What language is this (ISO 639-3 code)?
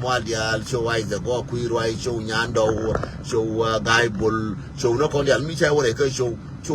nus